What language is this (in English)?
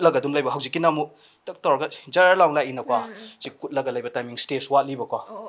Manipuri